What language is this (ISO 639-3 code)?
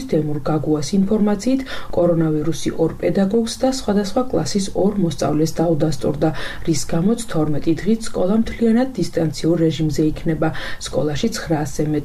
kat